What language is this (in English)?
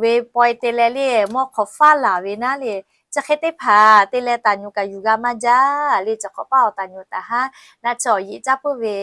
Lahu